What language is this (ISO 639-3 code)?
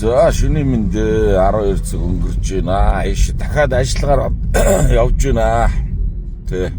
mon